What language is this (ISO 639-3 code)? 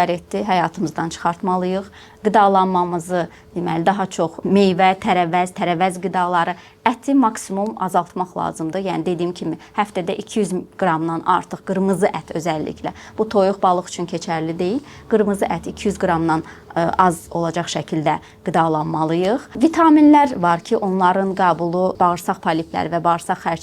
aze